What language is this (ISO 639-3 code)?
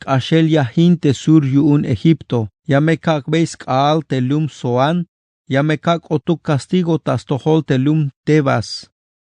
tzh